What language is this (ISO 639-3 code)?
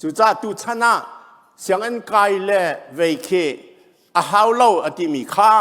cnh